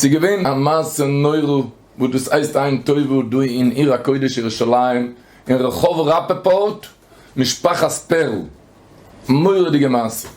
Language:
Yiddish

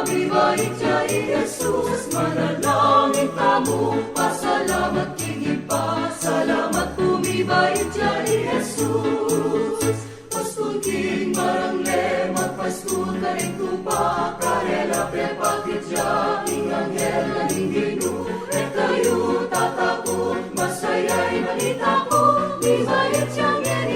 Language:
Pampanga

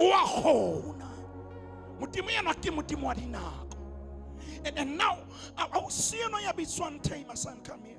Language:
Southern Sotho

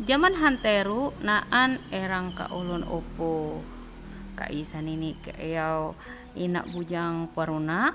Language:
Ma'anyan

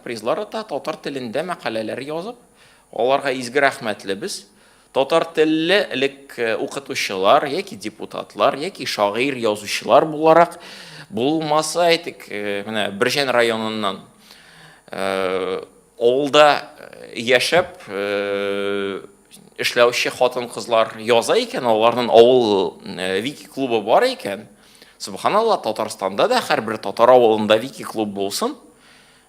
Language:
Tatar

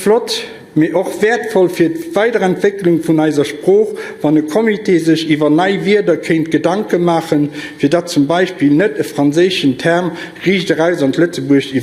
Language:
Luxembourgish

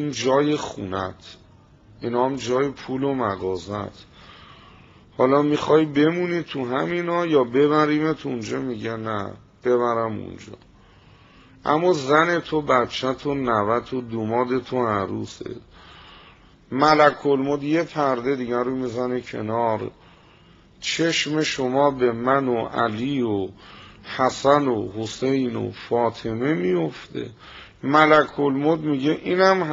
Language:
Persian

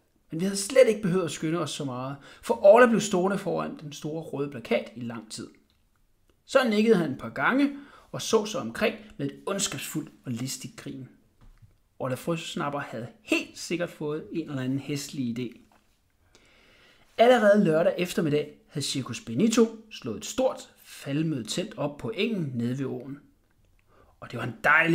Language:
Danish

